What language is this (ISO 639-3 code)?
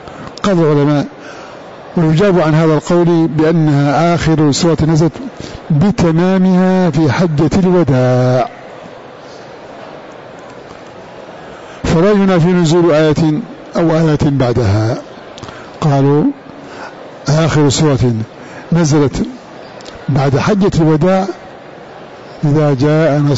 ara